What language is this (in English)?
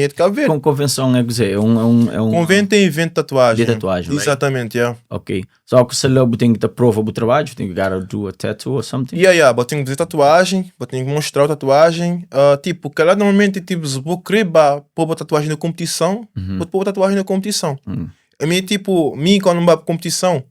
Kabuverdianu